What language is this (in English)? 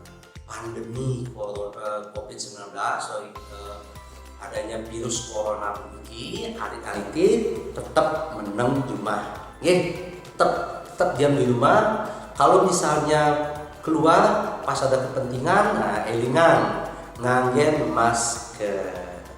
Balinese